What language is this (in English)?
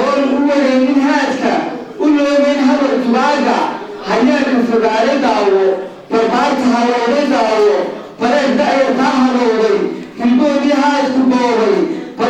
Somali